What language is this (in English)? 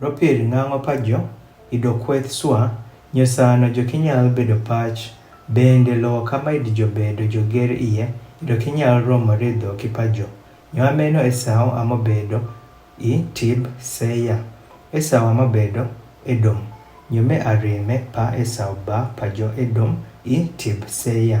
Adhola